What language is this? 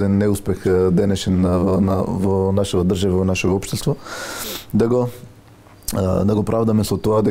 Macedonian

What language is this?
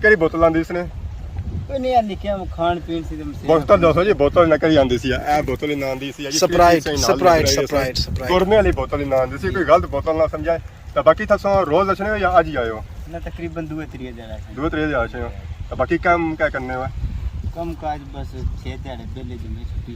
Pahari-Potwari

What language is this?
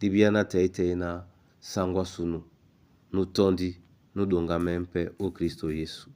Duala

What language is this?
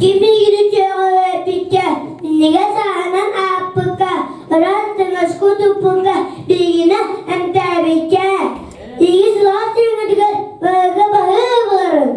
Yakut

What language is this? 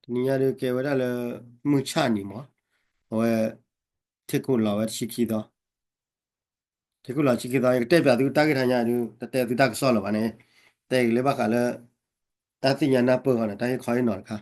S'gaw Karen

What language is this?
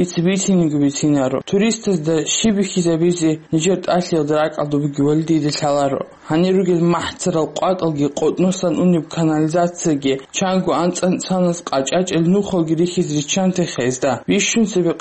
Avaric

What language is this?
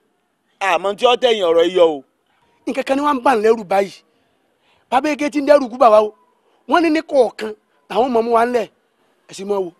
Yoruba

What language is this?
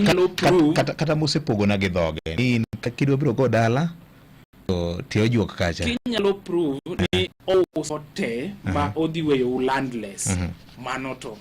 Luo (Kenya and Tanzania)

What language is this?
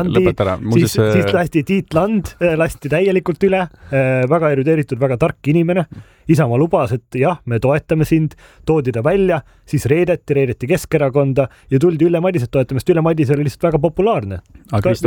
Estonian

